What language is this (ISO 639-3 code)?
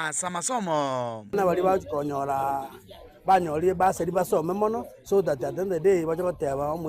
guz